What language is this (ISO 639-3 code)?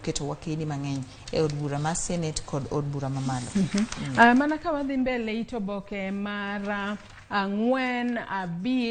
luo